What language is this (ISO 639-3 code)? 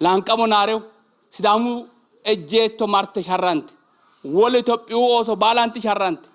sid